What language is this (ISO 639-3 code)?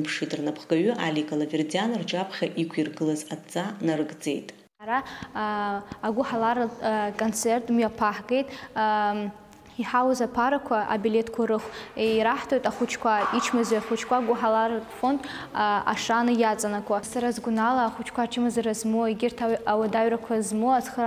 abk